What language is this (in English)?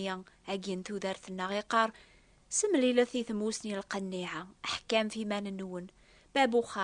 Kabyle